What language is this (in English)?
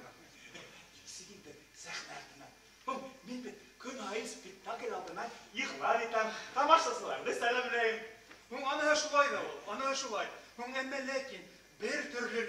Bashkir